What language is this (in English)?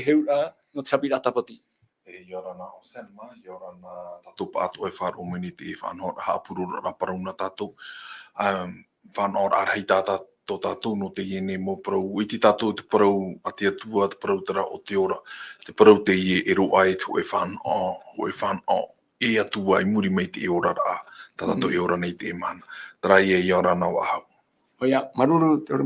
Tahitian